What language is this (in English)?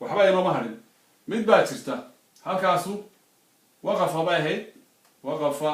Somali